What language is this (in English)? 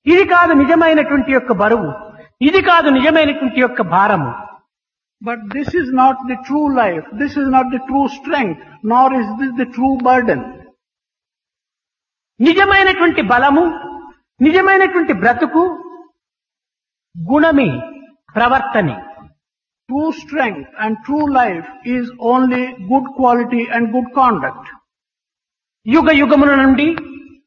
Telugu